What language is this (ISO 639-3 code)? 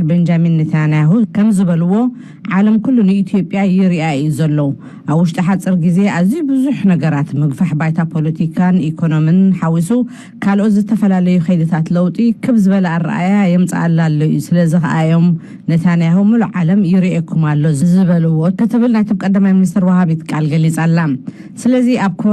tir